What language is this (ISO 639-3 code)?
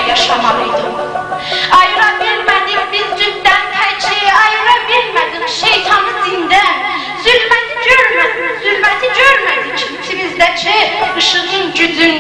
azb